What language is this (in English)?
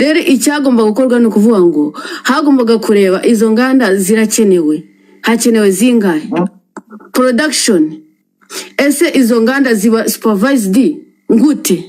Kinyarwanda